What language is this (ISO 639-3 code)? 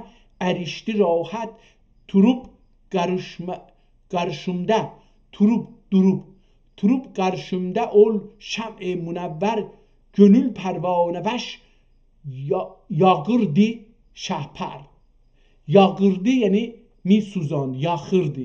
azb